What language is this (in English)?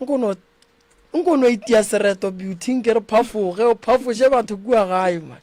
Northern Sotho